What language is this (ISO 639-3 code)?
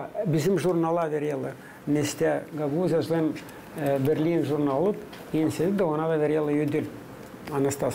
gag